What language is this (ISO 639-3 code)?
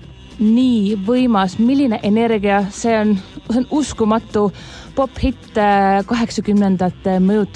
est